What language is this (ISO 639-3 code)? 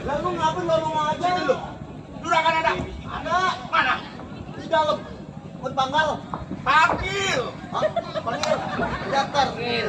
bew